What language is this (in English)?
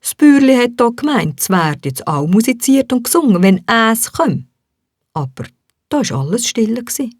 Swiss German